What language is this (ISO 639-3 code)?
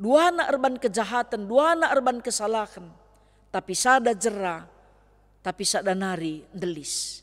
btx